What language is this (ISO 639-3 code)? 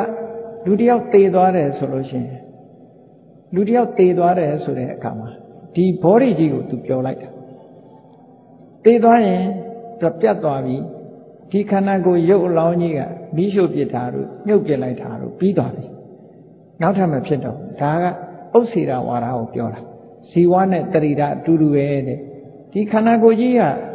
mya